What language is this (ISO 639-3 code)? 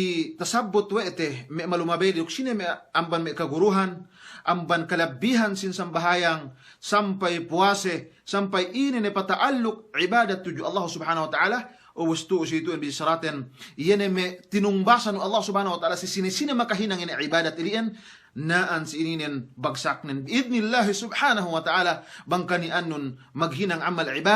yka